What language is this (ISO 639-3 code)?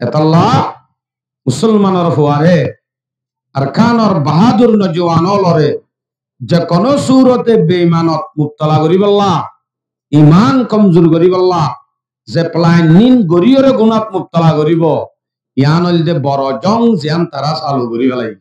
rhg